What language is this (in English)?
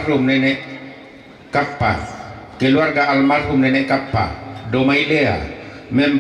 Toraja-Sa'dan